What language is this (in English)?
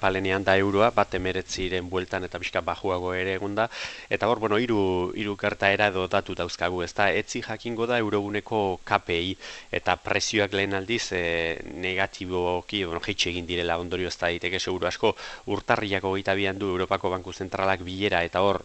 Basque